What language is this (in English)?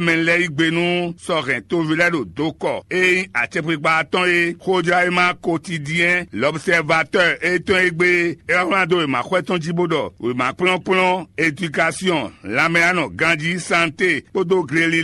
Fon